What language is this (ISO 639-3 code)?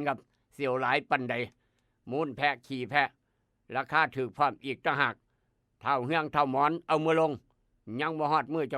tts